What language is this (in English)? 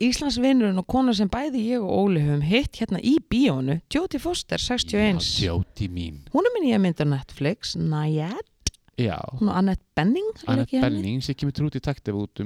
Icelandic